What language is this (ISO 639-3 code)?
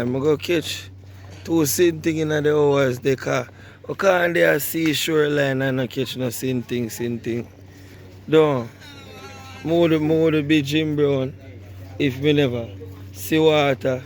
jam